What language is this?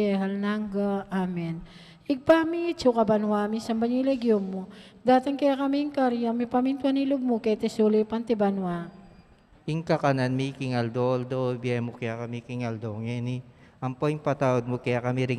Pampanga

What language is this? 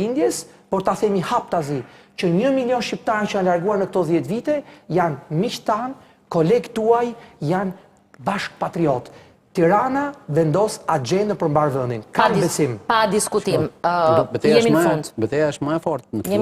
Albanian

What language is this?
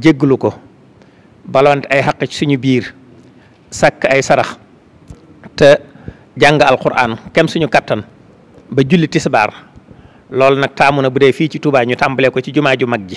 Wolof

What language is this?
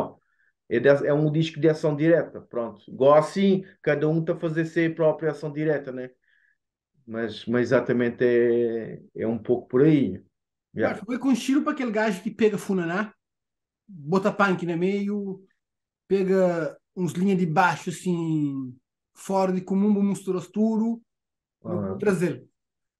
Kabuverdianu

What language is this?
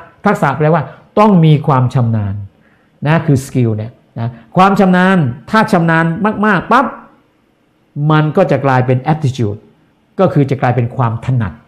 Thai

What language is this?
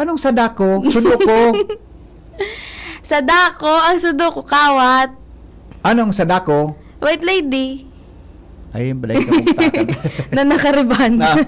Bikol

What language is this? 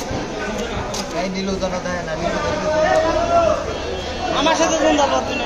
Bangla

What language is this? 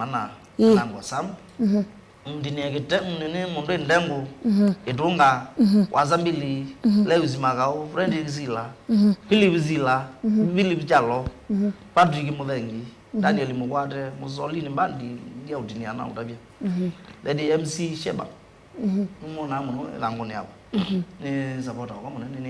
Kamba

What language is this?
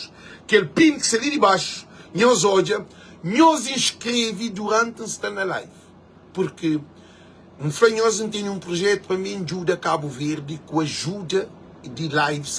Kabuverdianu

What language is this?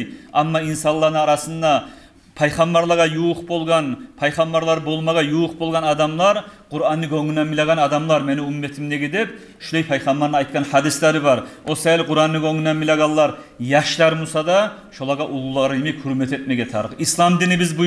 Kumyk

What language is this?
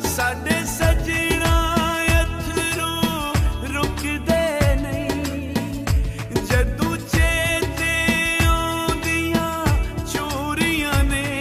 Pahari-Potwari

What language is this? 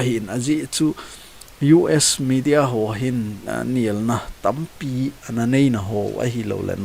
Thado Chin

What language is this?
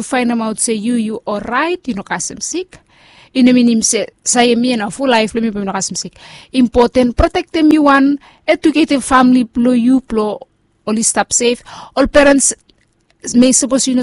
Bislama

